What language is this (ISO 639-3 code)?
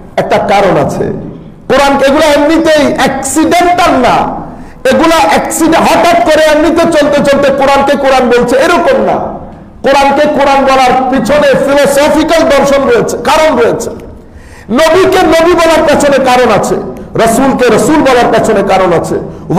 ben